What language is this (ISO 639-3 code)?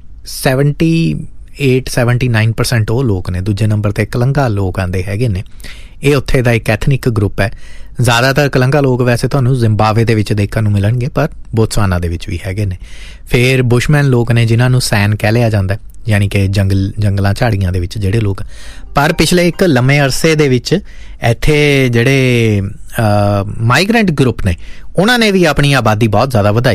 pan